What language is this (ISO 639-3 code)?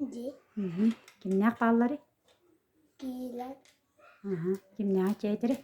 sah